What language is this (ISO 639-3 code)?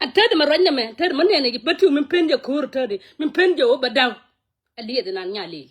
nus